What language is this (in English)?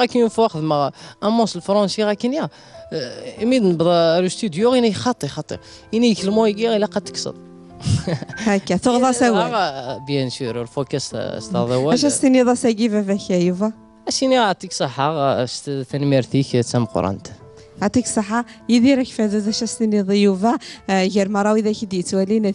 Kabyle